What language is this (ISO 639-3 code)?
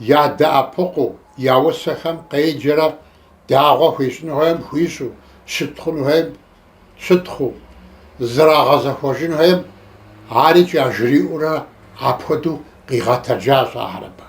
kbd